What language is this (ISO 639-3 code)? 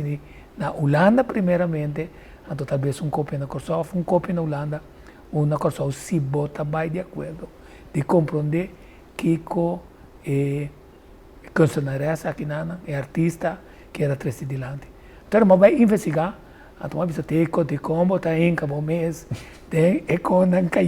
pap